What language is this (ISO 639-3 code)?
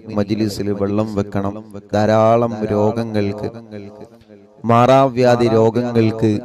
mal